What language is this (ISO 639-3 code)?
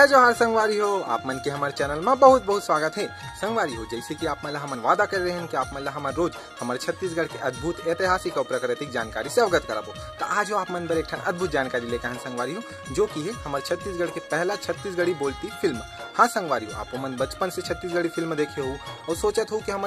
hne